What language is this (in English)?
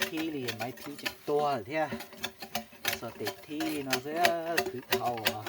Hmong